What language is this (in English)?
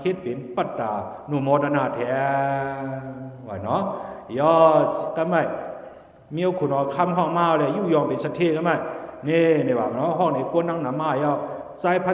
Shan